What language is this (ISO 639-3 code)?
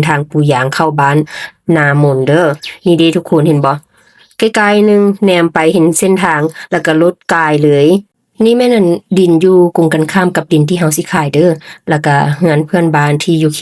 lao